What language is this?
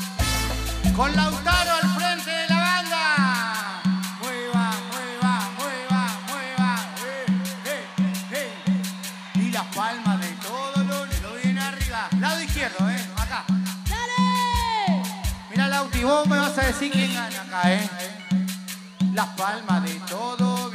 Spanish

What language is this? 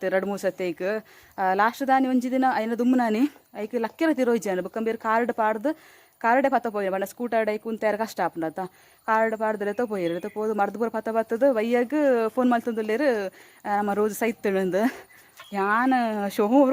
Tulu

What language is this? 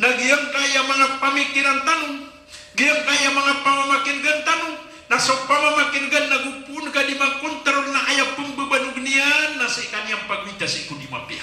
Maranao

